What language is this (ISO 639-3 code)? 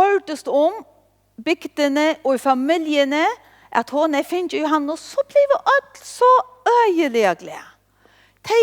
fao